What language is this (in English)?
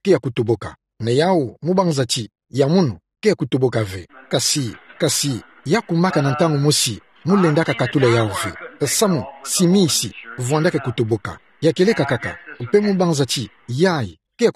Kituba (Democratic Republic of Congo)